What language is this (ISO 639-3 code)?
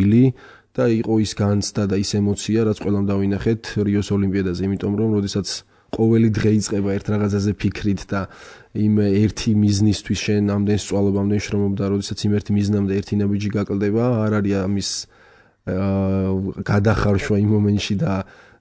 kat